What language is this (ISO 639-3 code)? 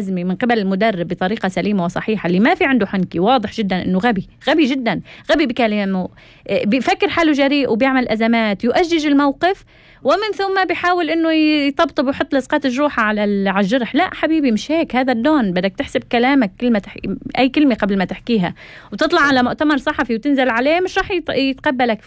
apc